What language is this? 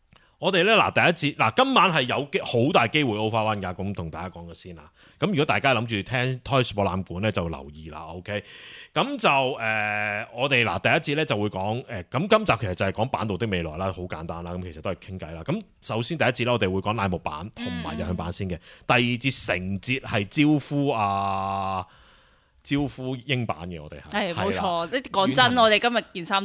Cantonese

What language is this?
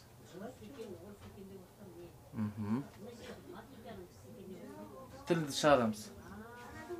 Kazakh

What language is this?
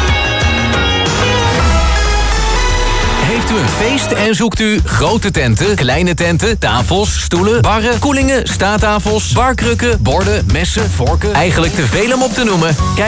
Dutch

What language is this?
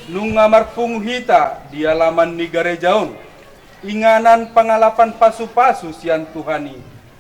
Batak Toba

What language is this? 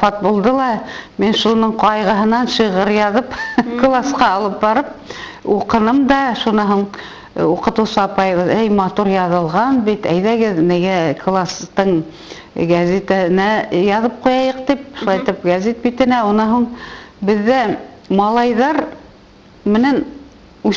Bashkir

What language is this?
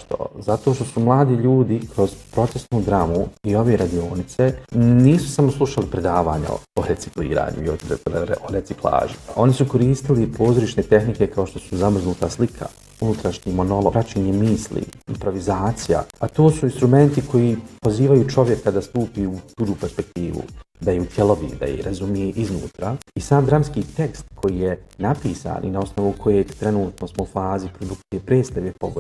Bosnian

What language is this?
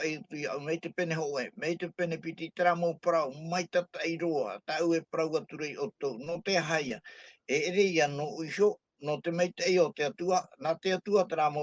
Tahitian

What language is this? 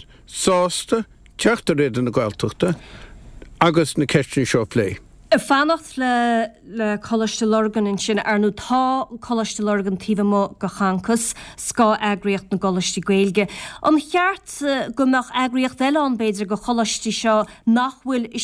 Irish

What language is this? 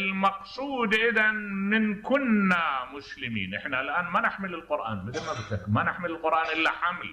Mesopotamian Arabic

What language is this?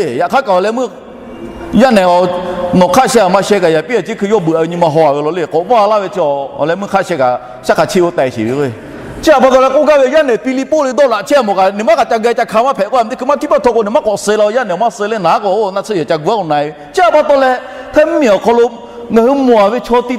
Lahu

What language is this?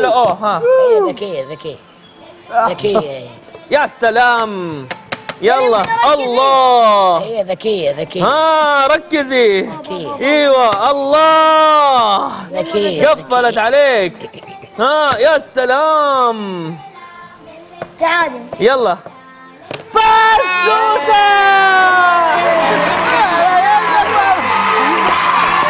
Egyptian Arabic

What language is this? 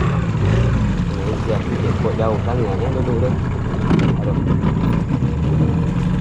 Malay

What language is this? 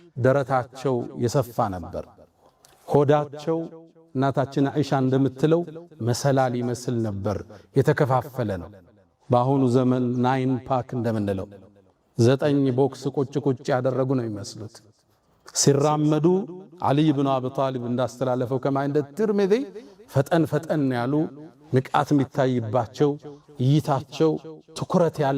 Amharic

